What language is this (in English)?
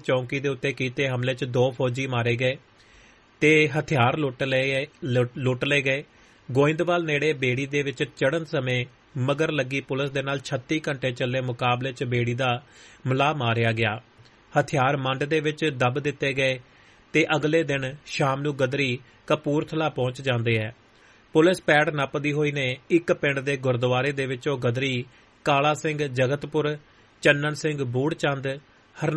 Punjabi